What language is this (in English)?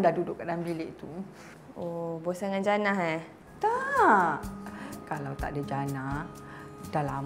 Malay